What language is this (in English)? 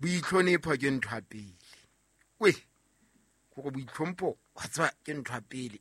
Southern Sotho